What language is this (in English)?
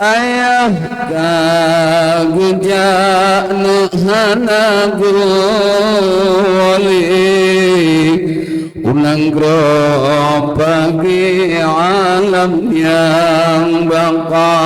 Achinese